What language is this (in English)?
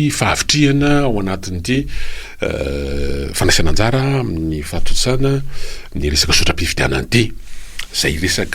Malagasy